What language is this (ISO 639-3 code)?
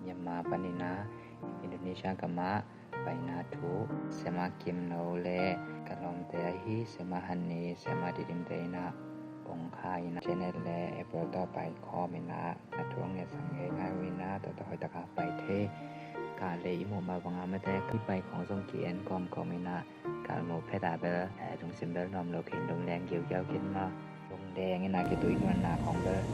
ctd